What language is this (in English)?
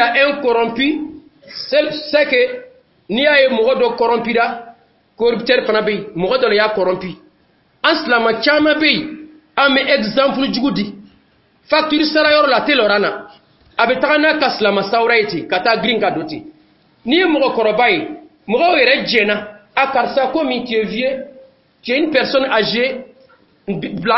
Dyula